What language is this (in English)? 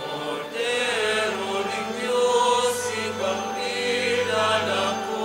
Pampanga